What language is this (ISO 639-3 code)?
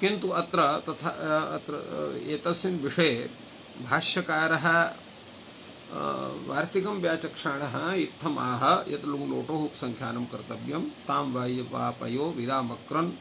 san